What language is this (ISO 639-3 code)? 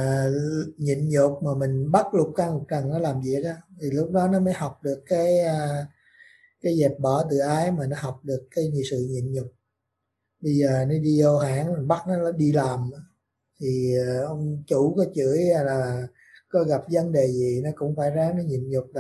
vie